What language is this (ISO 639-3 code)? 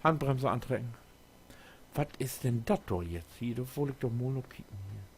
nds